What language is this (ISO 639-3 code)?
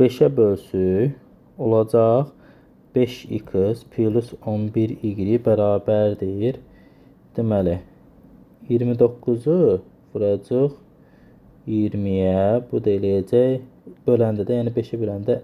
aze